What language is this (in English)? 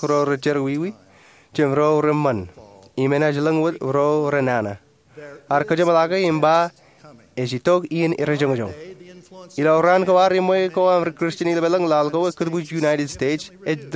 Marshallese